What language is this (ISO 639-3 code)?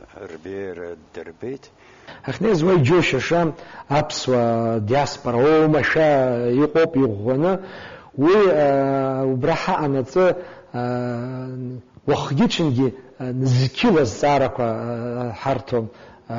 abk